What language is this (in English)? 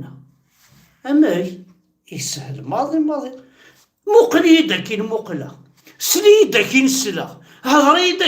Kabyle